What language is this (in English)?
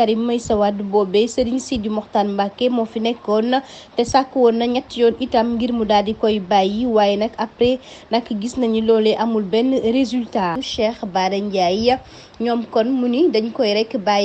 Wolof